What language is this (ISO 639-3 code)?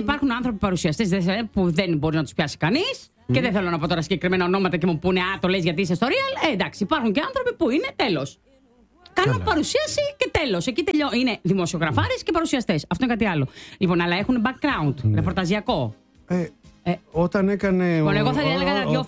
ell